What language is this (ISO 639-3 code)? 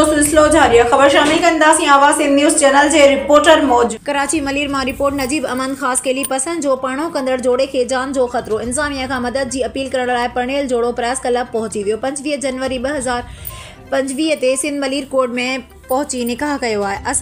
snd